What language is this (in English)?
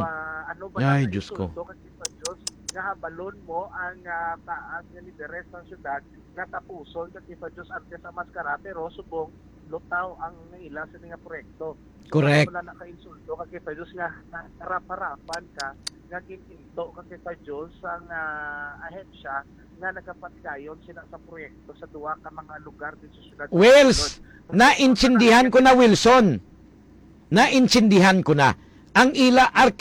Hiligaynon